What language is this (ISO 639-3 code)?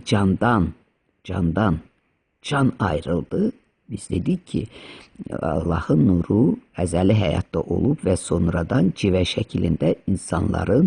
aze